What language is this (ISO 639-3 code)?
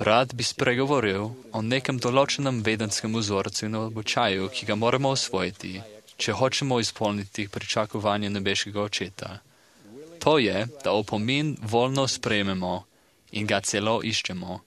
slv